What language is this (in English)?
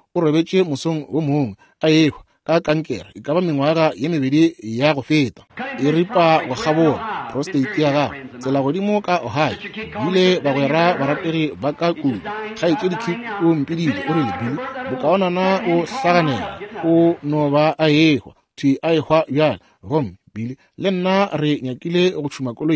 Northern Sotho